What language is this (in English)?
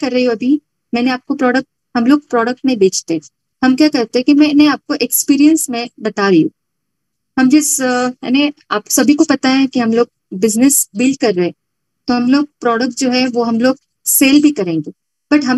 Hindi